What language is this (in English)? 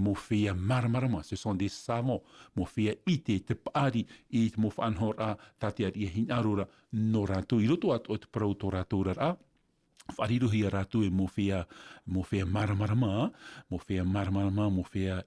Tahitian